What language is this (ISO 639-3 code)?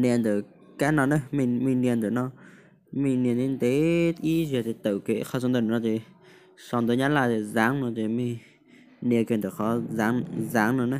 hmn